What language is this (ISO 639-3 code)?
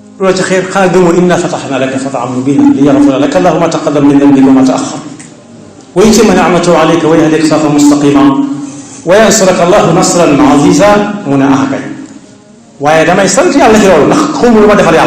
wol